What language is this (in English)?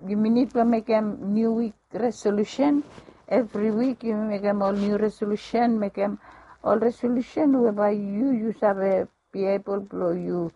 Bislama